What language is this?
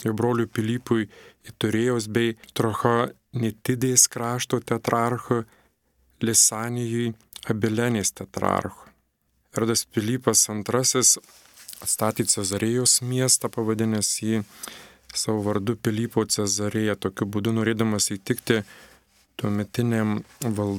Lithuanian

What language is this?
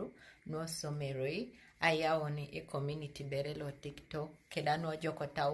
Teso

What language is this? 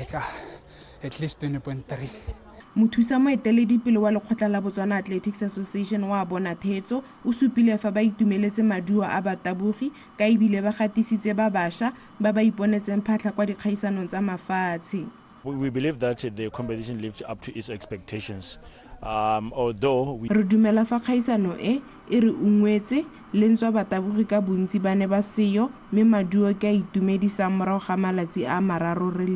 Tswana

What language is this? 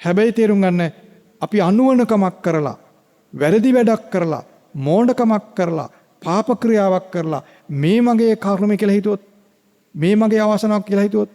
Sinhala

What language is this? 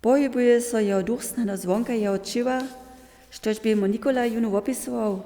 Upper Sorbian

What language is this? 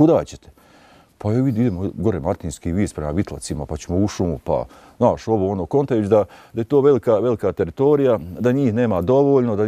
Bosnian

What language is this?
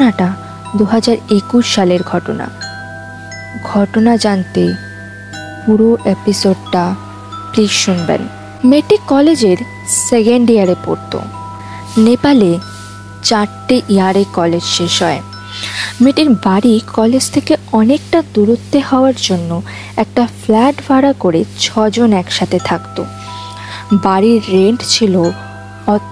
Bangla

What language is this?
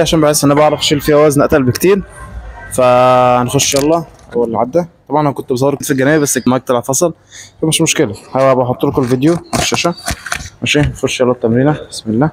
Egyptian Arabic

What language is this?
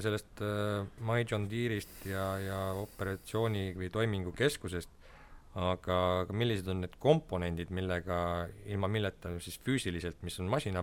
Estonian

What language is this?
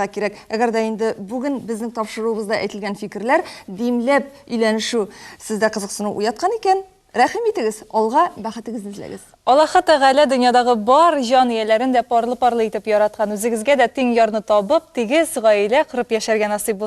Tatar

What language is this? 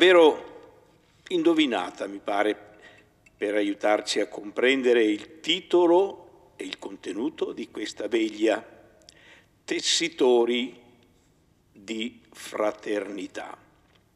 Italian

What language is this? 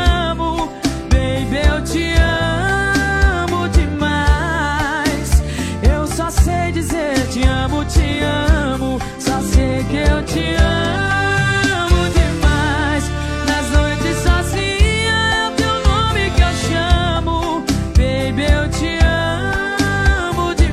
Portuguese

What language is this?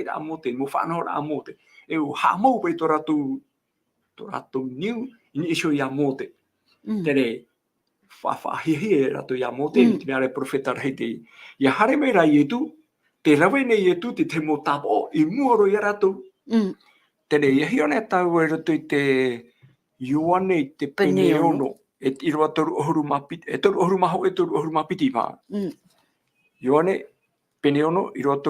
Tahitian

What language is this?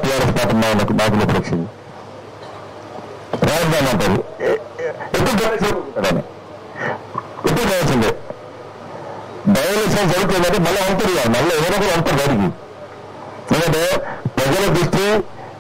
Telugu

